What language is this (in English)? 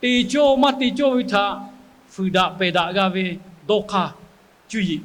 Lahu